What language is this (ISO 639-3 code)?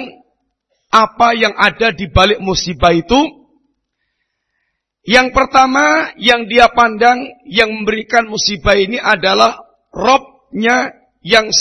ind